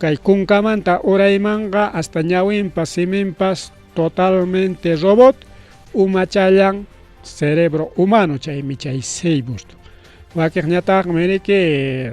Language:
Ayacucho Quechua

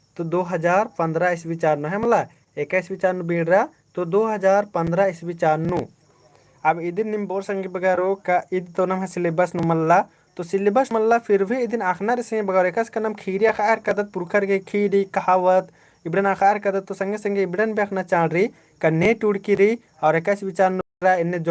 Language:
Kurukh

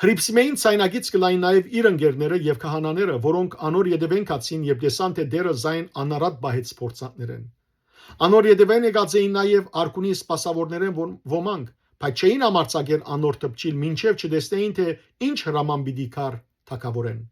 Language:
Western Armenian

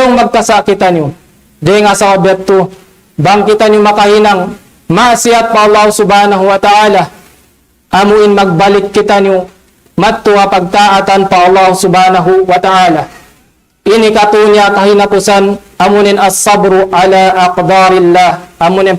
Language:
Tausug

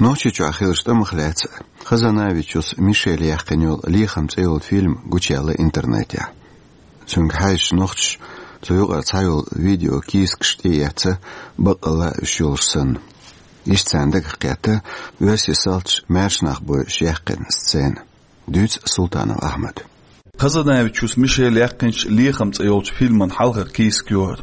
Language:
Chechen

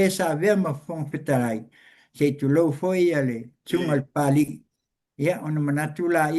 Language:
Samoan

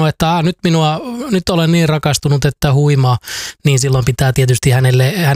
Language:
Finnish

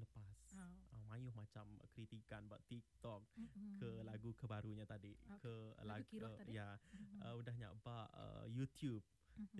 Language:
Iban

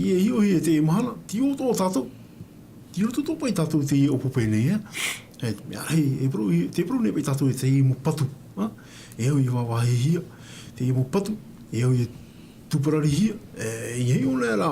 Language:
Tahitian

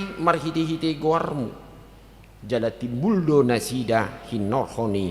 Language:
Batak Toba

